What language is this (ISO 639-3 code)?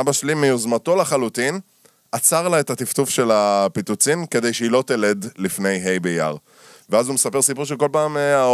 heb